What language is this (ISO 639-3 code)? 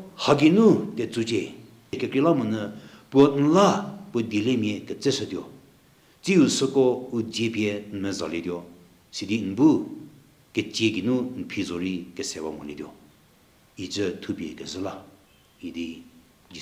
njm